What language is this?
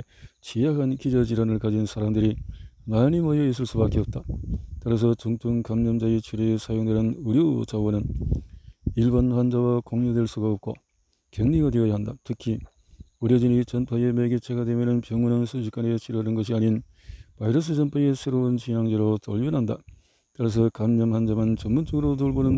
Korean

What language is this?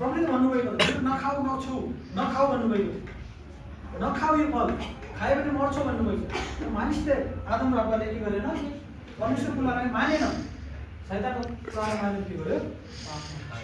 Nepali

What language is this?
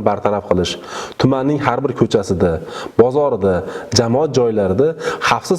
Uzbek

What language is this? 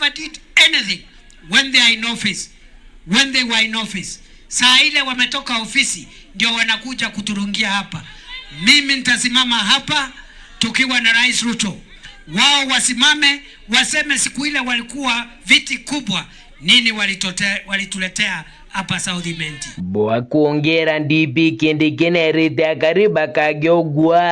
Meru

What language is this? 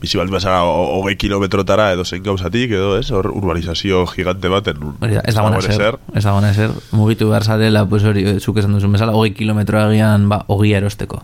Basque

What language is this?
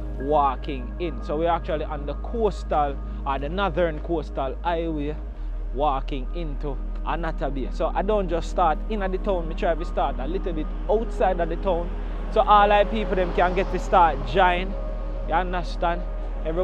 Jamaican Creole English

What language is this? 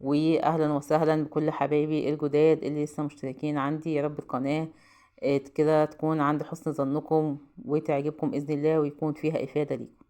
Egyptian Arabic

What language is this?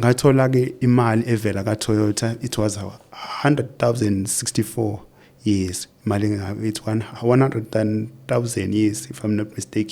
Zulu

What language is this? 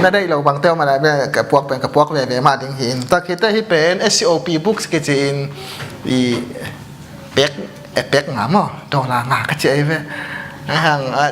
Tedim Chin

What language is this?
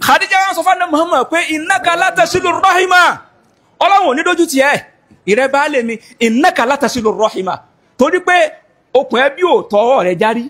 Yoruba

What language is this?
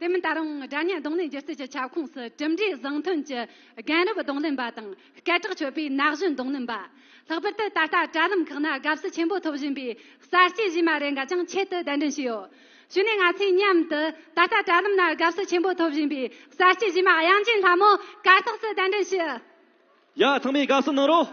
Tibetan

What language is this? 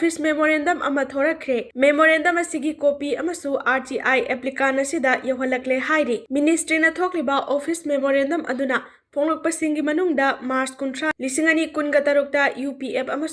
Manipuri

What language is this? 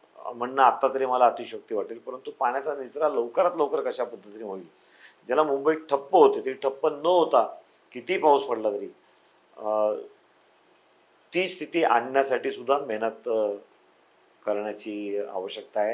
Marathi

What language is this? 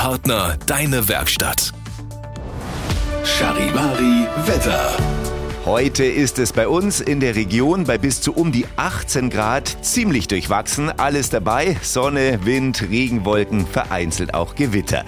German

